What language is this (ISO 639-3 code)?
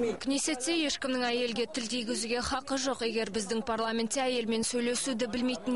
kaz